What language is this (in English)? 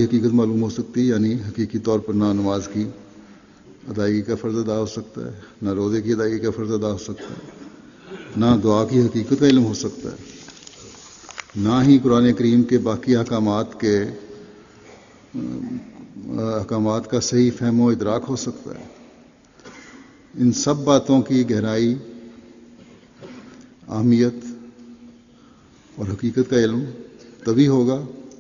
Urdu